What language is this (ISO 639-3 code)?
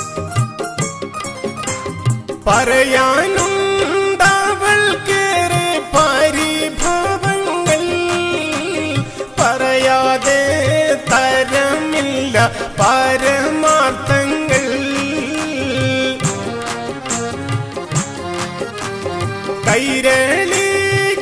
mal